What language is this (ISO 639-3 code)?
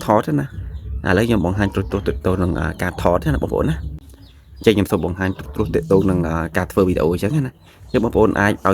khm